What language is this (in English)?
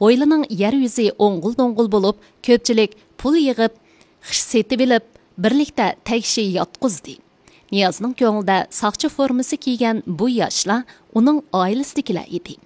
Uyghur